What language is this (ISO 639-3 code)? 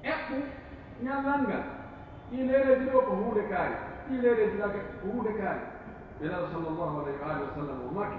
fuf